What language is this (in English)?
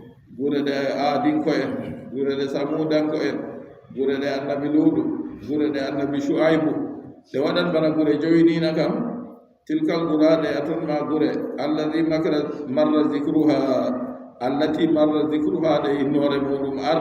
Adamawa Fulfulde